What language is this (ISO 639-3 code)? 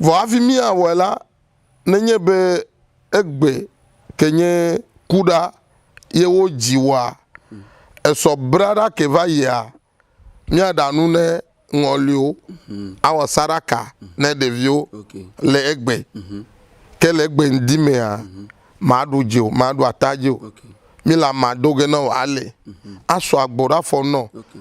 ewe